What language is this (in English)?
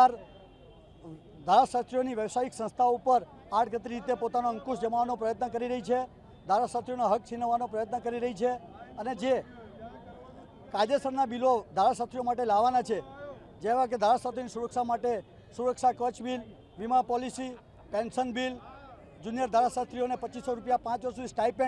Gujarati